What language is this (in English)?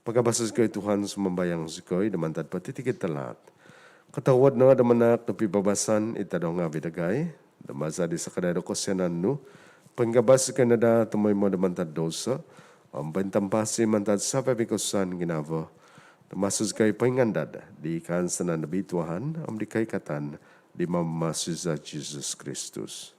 Central Dusun